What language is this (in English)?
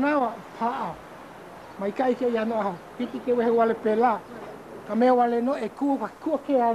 Hawaiian